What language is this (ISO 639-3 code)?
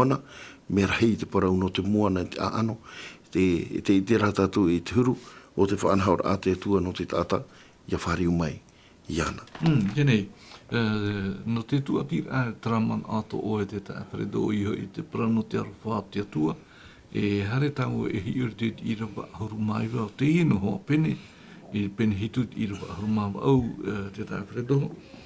tah